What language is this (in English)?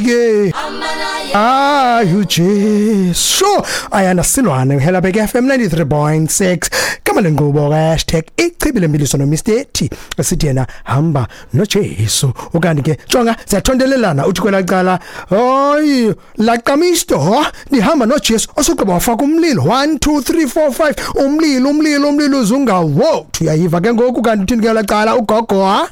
Xhosa